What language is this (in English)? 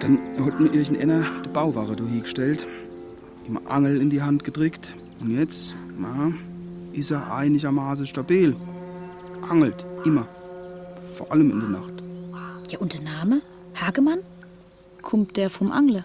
Swiss German